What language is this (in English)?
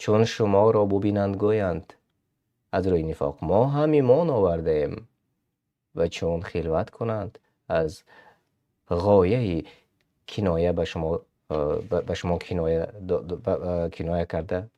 Tajik